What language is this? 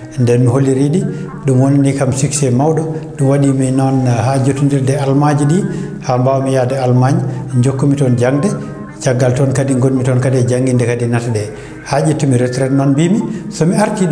Fula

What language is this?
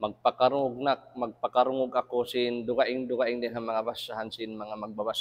Tausug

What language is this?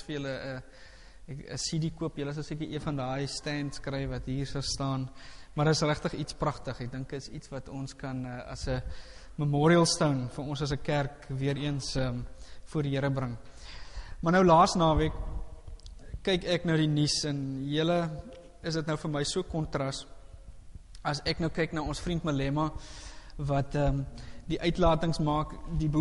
Afrikaans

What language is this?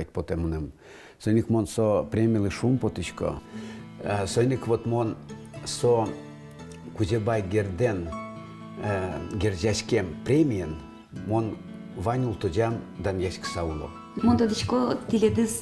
Udmurt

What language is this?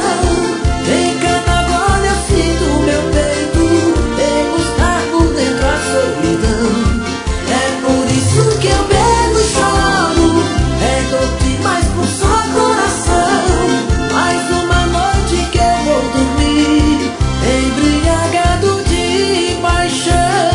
Portuguese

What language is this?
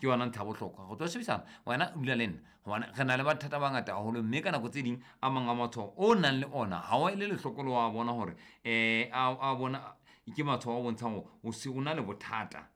Southern Sotho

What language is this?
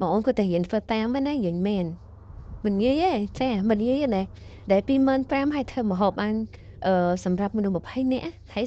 Khmer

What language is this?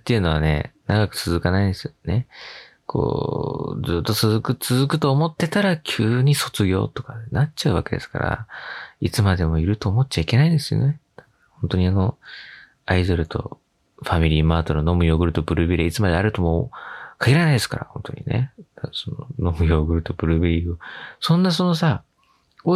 Japanese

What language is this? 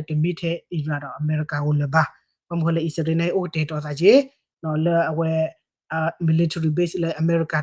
S'gaw Karen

